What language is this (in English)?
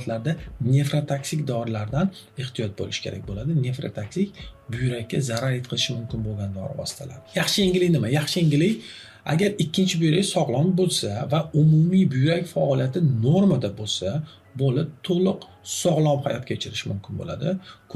Uzbek